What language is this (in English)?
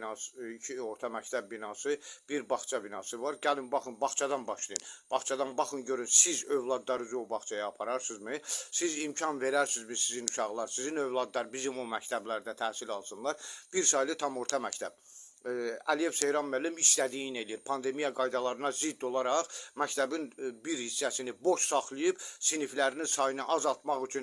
Azerbaijani